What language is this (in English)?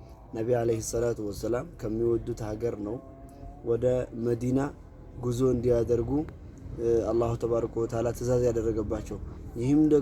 Amharic